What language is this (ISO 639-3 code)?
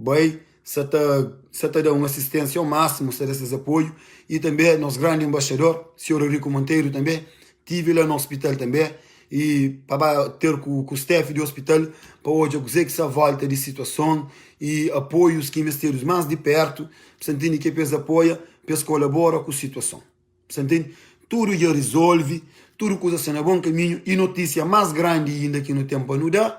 kea